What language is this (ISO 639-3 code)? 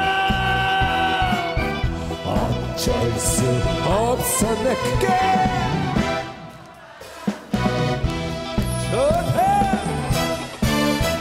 kor